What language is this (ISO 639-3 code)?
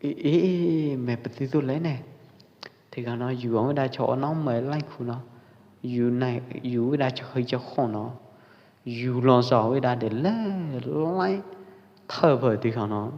kjp